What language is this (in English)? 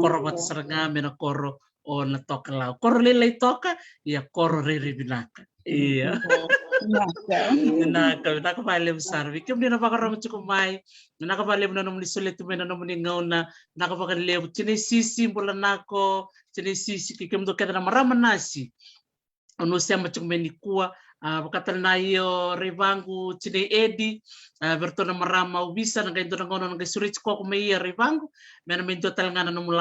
Fijian